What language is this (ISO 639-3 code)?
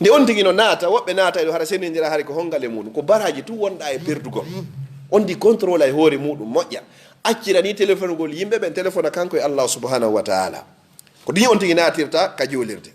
ful